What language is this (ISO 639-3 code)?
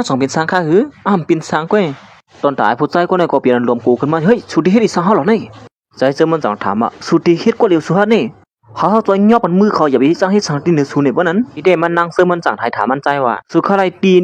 shn